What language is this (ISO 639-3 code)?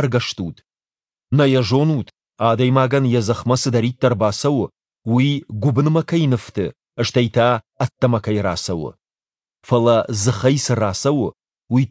oss